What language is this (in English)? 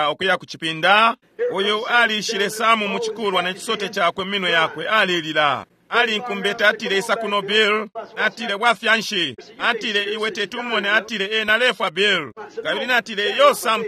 Bemba